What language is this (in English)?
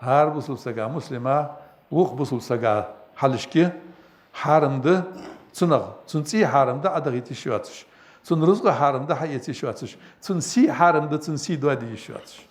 Ingush